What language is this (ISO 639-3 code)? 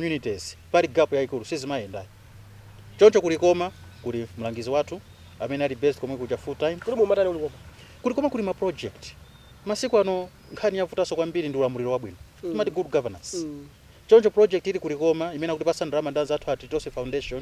nya